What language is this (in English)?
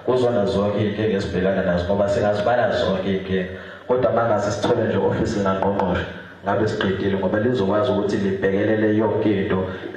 Zulu